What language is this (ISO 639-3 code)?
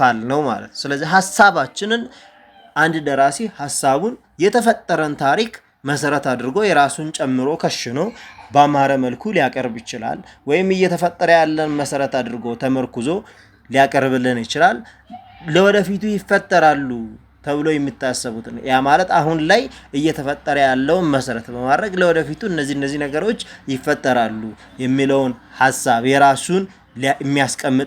amh